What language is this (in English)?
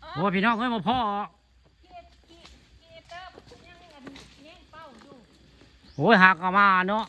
Northeastern Thai